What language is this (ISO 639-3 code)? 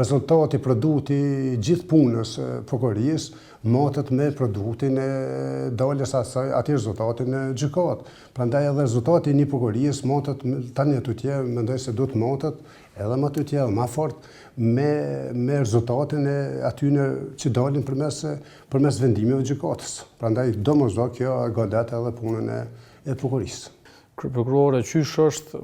sqi